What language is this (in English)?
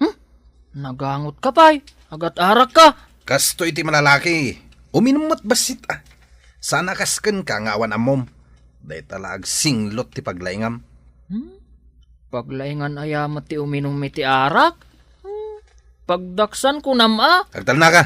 Iloko